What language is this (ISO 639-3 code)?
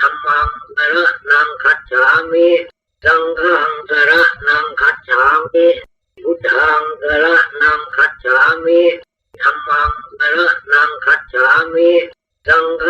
pli